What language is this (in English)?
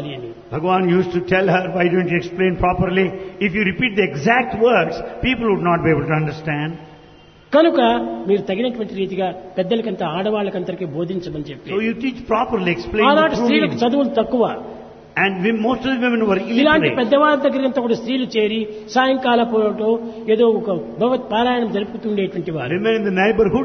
Telugu